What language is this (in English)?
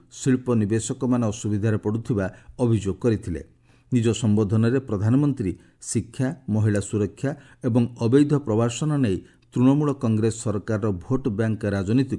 Odia